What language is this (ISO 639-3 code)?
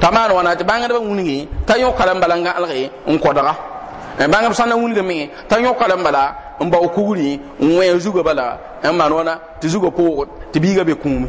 mos